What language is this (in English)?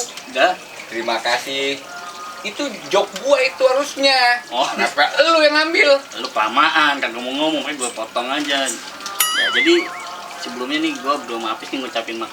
Betawi